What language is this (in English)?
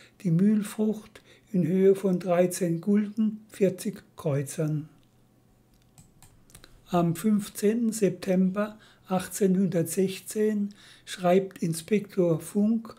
German